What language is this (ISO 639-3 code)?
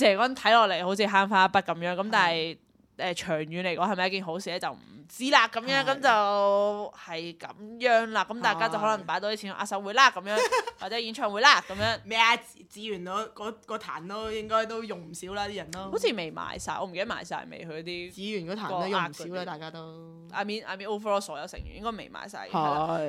yue